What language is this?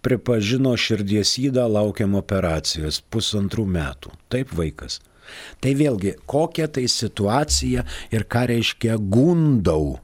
Lithuanian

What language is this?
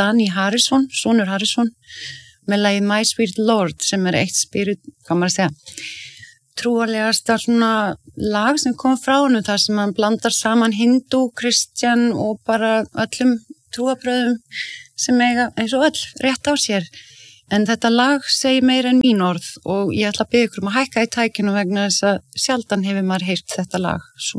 Icelandic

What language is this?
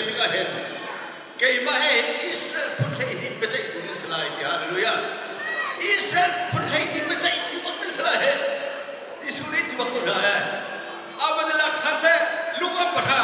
Hakha Chin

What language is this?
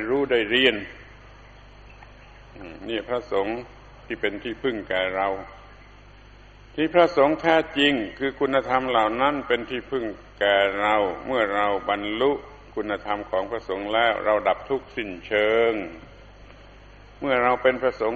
Thai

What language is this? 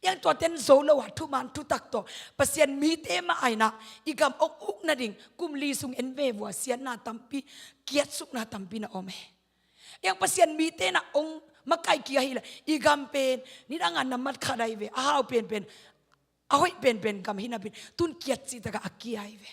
Tedim Chin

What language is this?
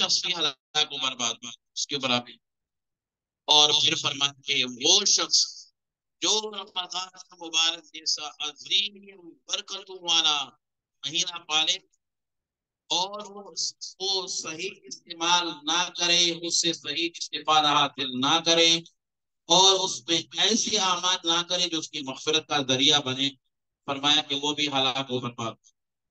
Urdu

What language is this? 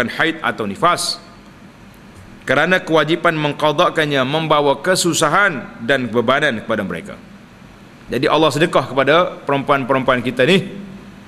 Malay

